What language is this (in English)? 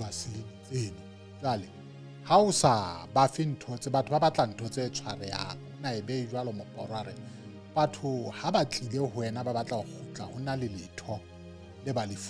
Southern Sotho